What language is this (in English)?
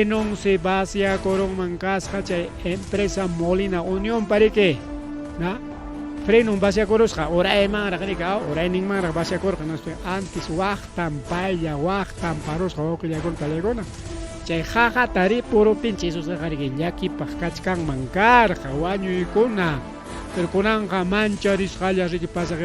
Ayacucho Quechua